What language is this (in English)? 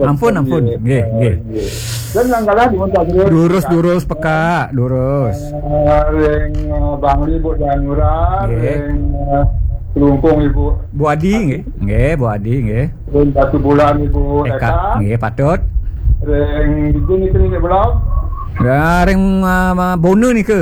Balinese